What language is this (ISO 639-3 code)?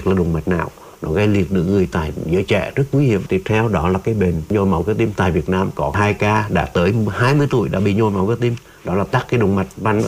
vie